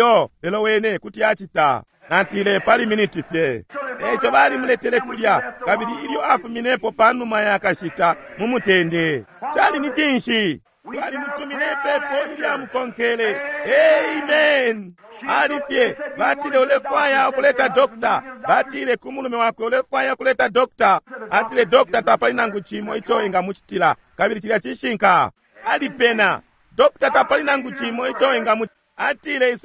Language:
Bemba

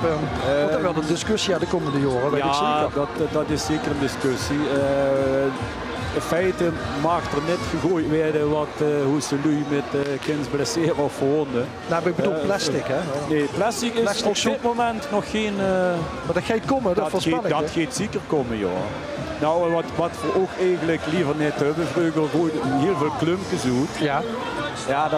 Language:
Limburgish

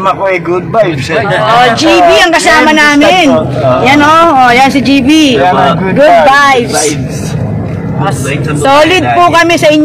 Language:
Filipino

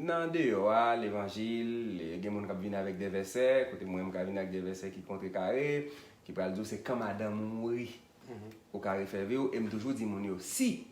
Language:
Haitian Creole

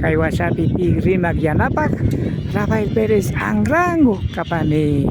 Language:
Imbabura Highland Quichua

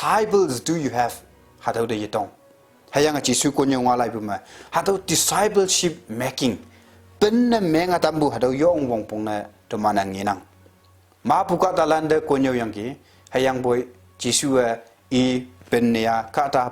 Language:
Konyak Naga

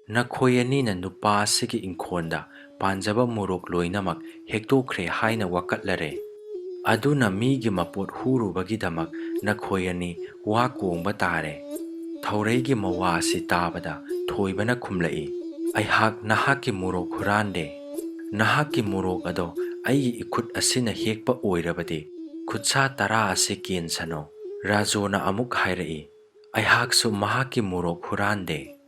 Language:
Manipuri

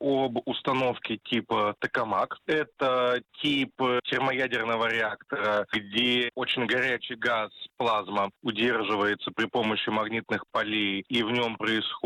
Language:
Russian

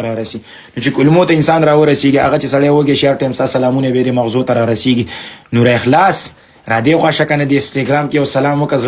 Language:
Pashto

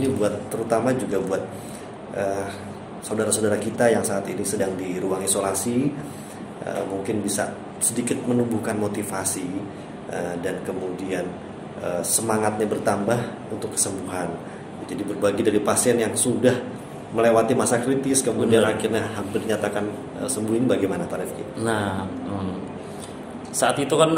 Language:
Indonesian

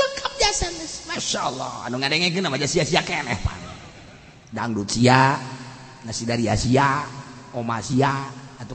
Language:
Sundanese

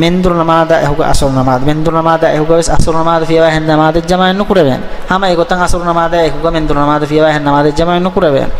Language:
Divehi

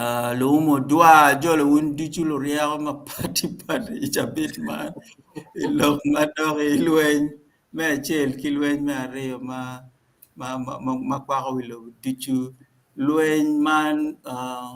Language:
Acoli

